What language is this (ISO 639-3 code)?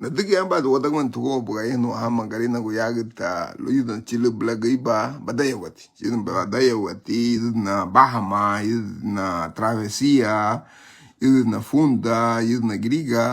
cab